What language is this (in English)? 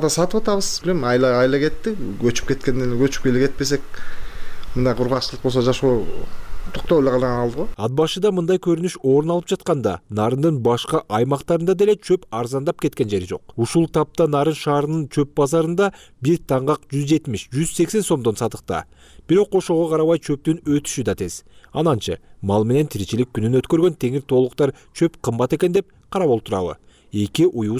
Kyrgyz